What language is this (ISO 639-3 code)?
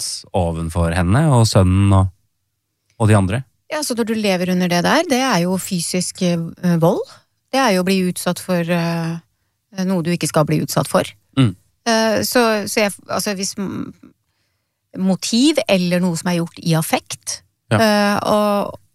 nor